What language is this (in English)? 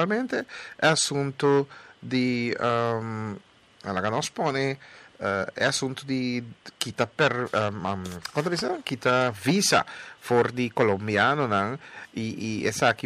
Papiamento